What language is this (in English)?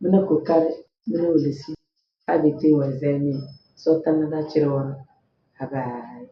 Tem